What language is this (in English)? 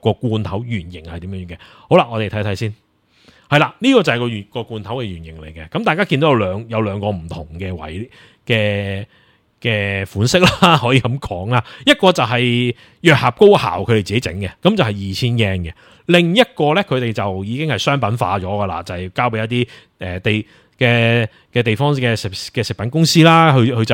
Cantonese